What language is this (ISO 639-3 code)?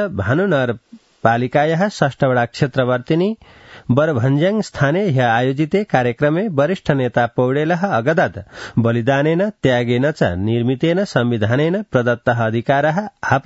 san